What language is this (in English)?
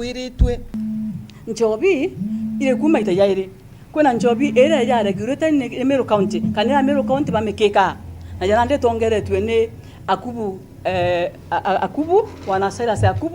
Meru